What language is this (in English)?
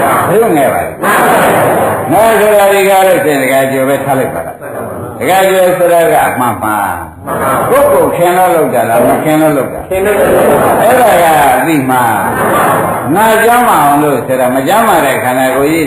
Burmese